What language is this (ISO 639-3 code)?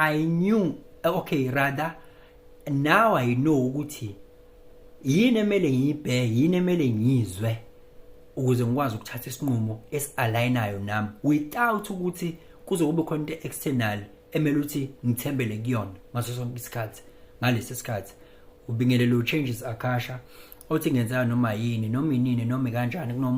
zul